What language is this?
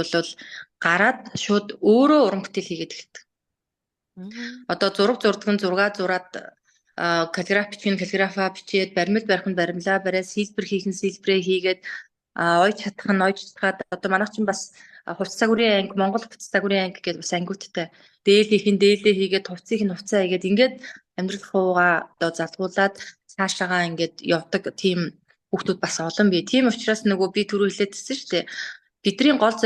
Mongolian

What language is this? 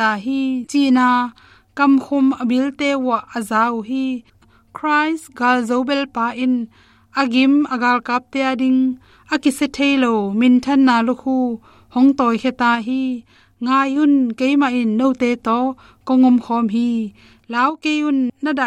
Tedim Chin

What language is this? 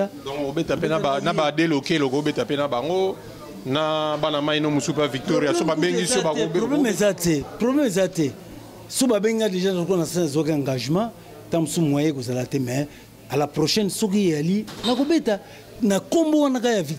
Lingala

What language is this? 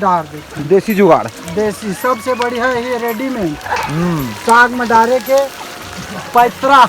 Chhattisgarhi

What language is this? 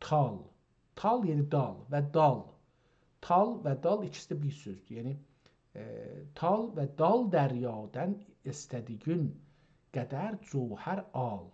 South Azerbaijani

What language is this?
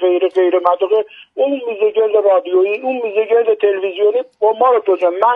Persian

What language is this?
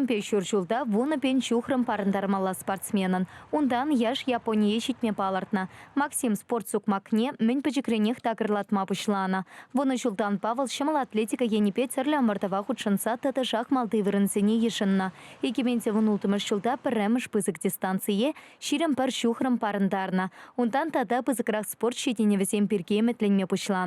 Chuvash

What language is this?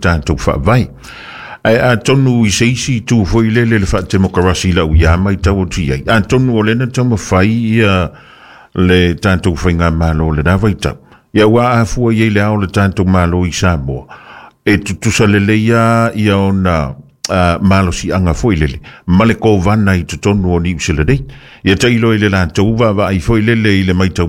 Samoan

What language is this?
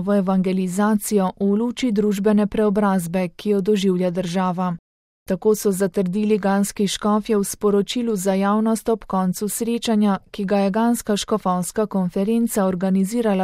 Slovenian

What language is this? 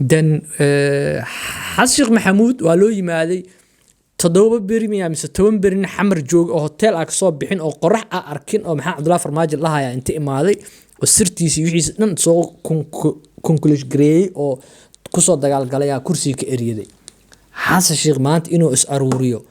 Somali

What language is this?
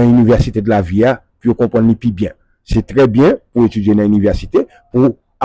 Haitian Creole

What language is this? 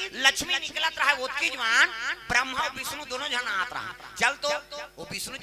Chhattisgarhi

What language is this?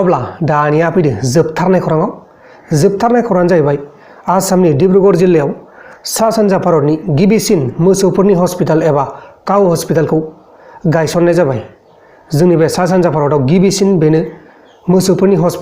Bodo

